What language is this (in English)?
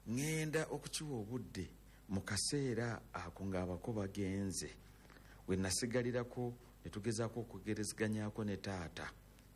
Ganda